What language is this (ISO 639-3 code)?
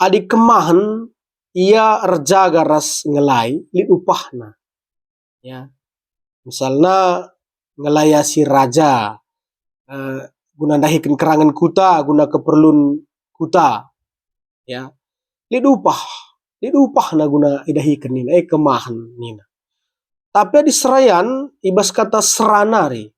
btx